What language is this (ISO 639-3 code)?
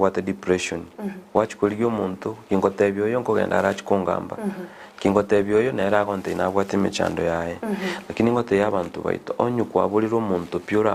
guz